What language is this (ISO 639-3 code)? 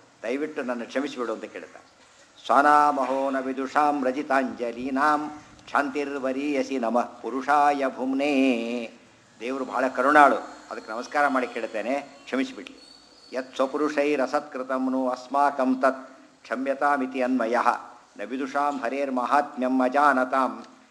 kan